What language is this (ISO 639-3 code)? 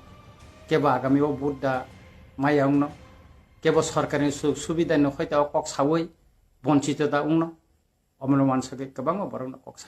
trp